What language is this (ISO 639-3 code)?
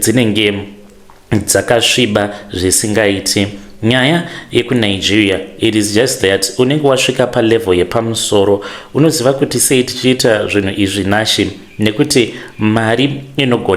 sna